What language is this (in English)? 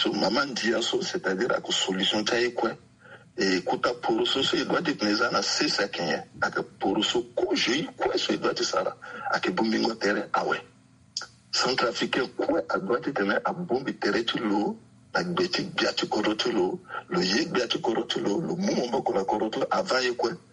Sango